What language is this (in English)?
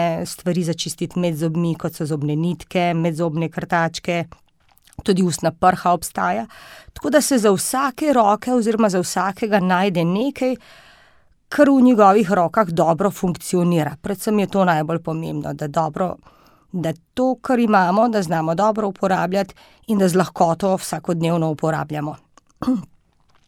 Slovenian